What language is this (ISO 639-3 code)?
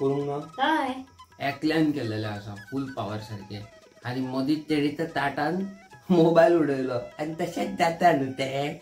kok